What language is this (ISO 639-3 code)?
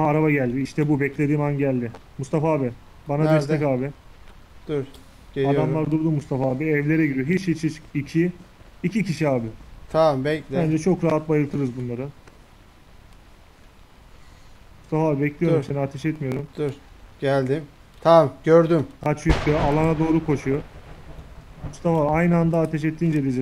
tur